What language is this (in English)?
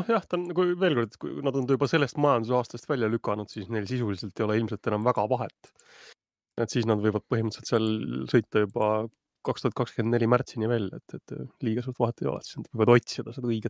Estonian